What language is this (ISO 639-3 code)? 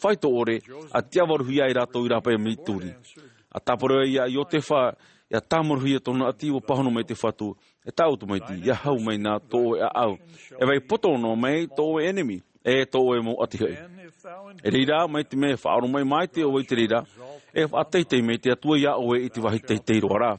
tah